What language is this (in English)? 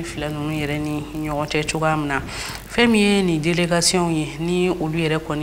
Bambara